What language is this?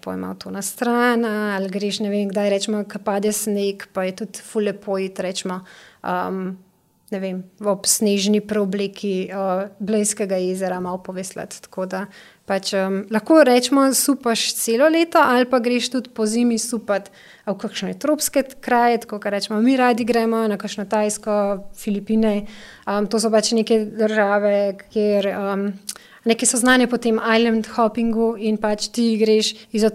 Slovenian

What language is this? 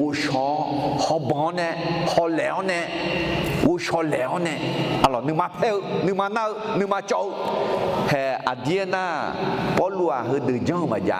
Akha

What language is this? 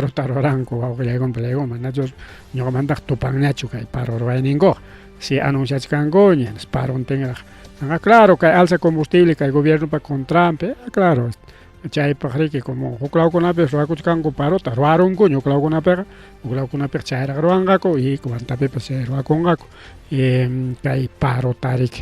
Ayacucho Quechua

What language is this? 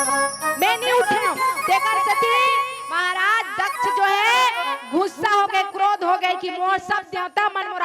Chhattisgarhi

